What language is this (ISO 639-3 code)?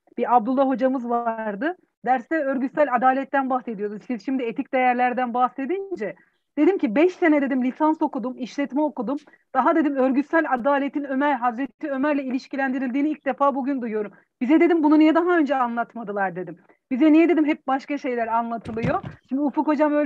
tur